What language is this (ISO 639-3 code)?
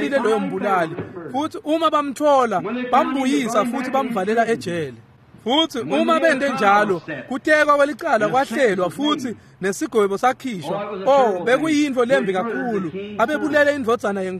ssw